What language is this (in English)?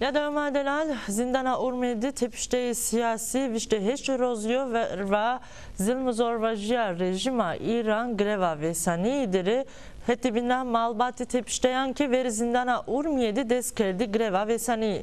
Zaza